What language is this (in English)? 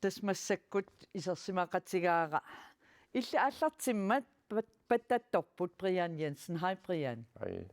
Kalaallisut